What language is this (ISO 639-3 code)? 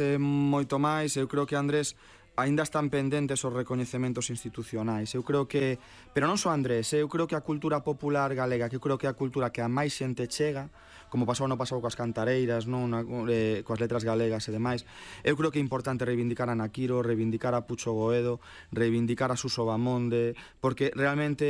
glg